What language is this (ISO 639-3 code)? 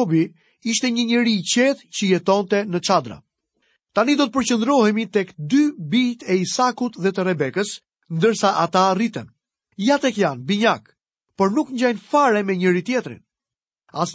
sqi